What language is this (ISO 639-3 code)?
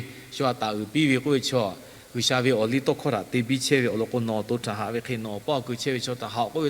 lhu